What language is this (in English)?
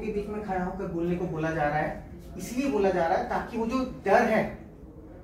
Hindi